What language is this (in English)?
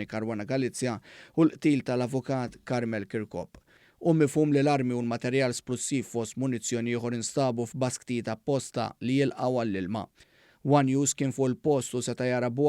Maltese